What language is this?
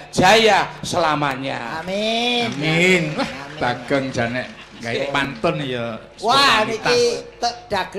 Javanese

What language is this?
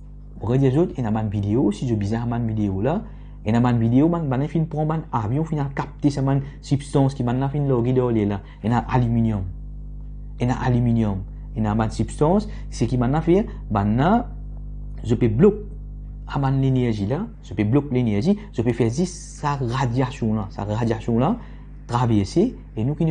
Morisyen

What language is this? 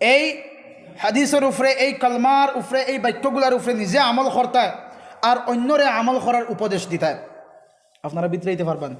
Sylheti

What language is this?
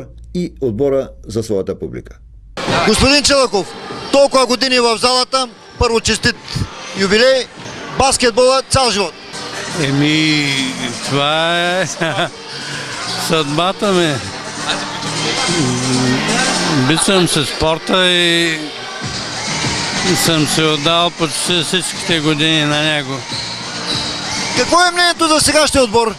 Bulgarian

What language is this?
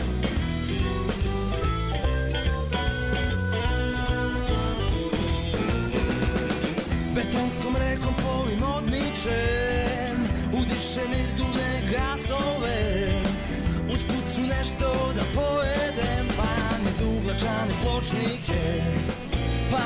Serbian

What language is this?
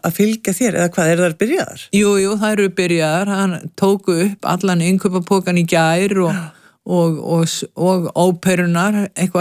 Icelandic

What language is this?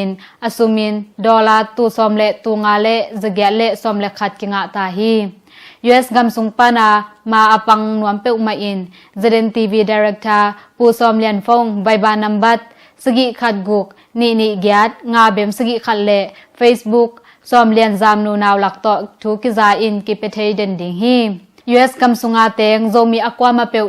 Tedim Chin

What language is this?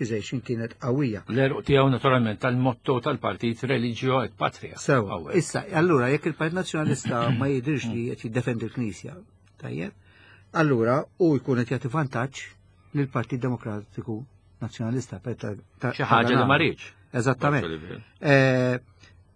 Maltese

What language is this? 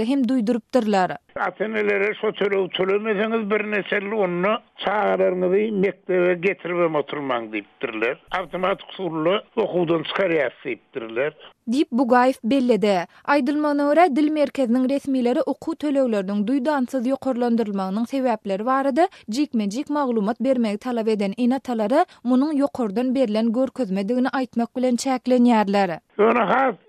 Turkmen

